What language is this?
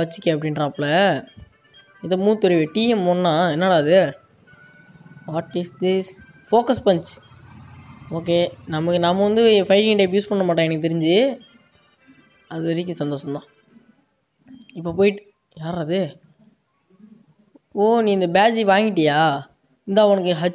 Tamil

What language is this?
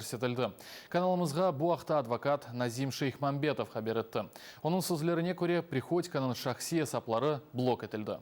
Crimean Tatar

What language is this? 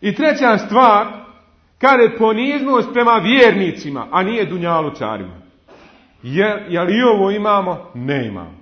Bosnian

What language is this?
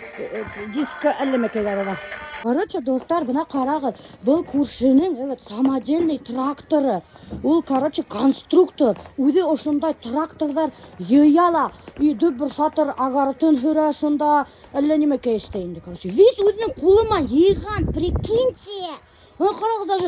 Bashkir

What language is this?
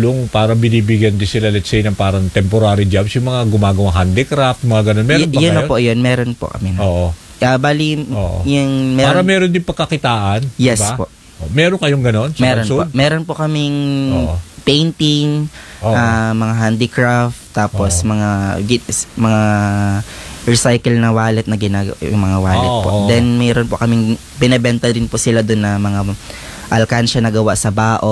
Filipino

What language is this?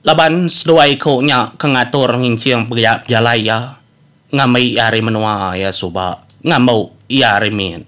Iban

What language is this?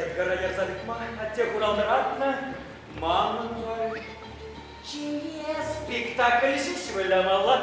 Chuvash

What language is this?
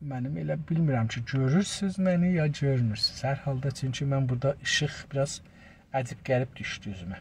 South Azerbaijani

